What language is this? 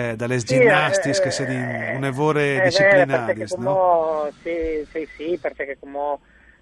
Friulian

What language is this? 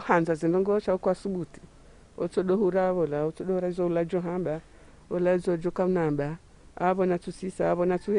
Ngazidja Comorian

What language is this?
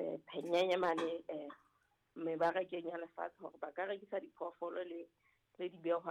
Southern Sotho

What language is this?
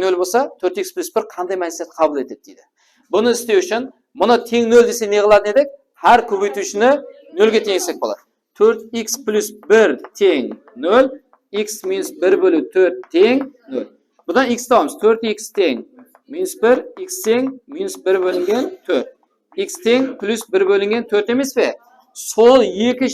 Kara-Kalpak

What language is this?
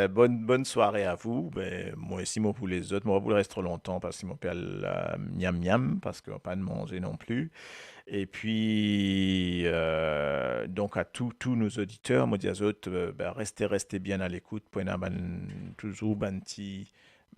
Morisyen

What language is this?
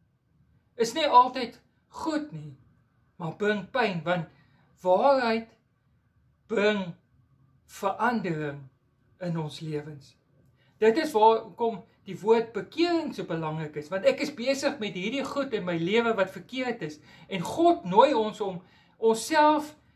Afrikaans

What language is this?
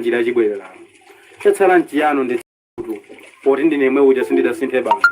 Nyanja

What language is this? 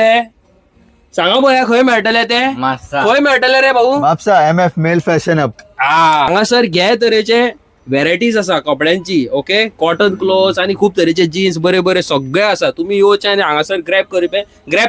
Konkani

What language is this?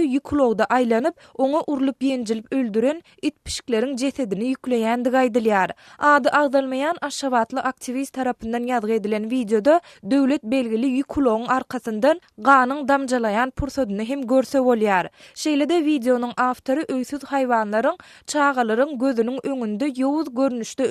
Turkmen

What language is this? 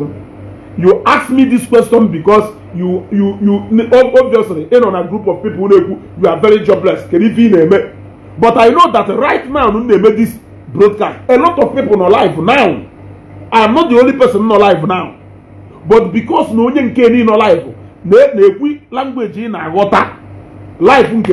Igbo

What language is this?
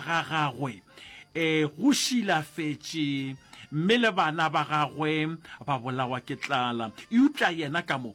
Northern Sotho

